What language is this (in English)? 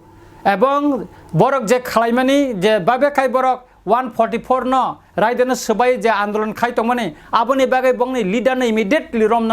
Kok Borok